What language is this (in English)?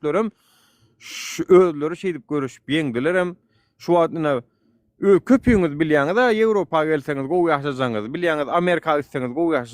Turkmen